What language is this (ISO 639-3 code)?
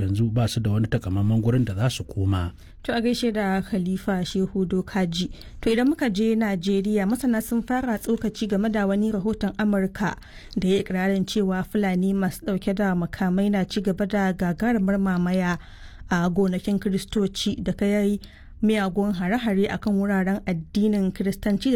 hau